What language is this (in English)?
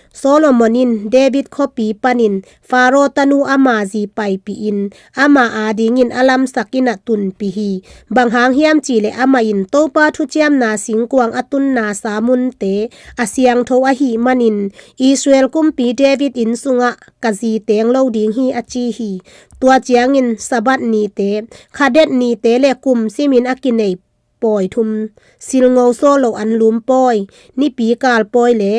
Tedim Chin